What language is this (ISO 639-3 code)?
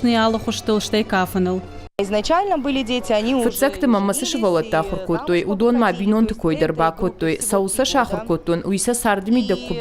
oss